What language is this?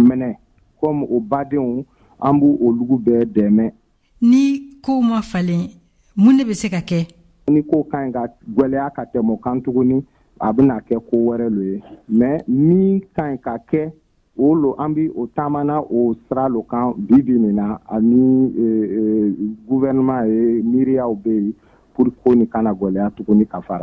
Bambara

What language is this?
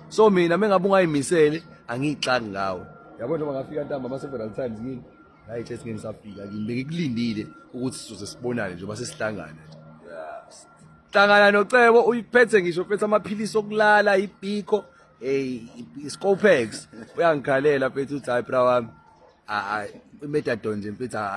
Zulu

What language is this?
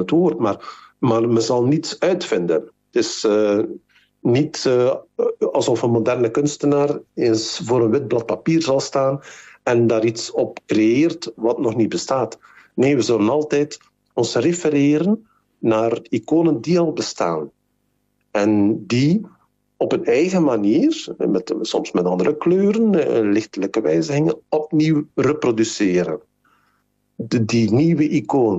Dutch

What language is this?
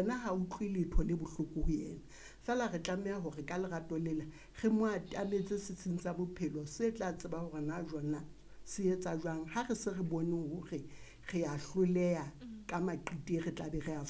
Southern Sotho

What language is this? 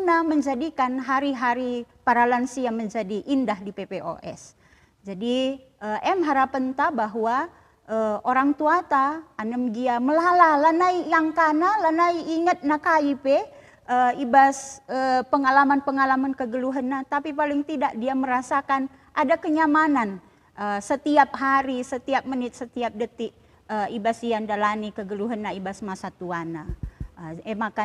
Batak Karo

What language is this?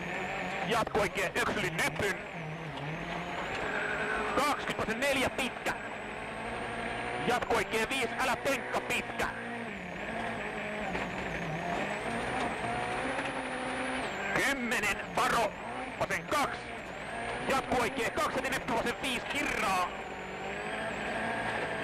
Finnish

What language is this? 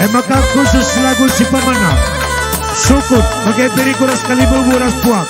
Batak Karo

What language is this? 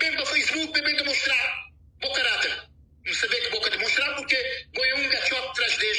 Kabuverdianu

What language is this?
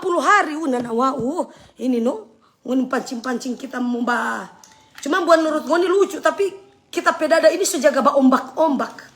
Manado Malay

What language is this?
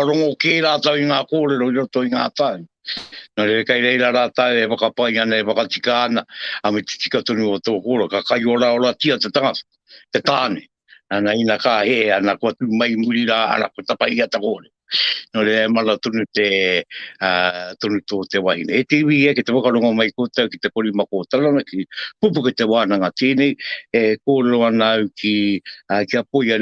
Māori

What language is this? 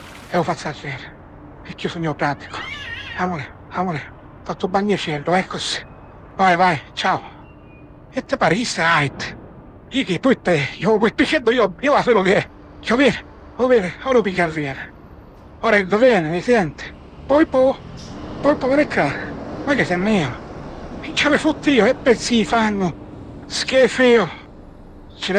Sicilian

